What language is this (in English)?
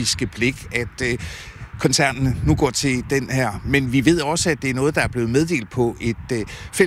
Danish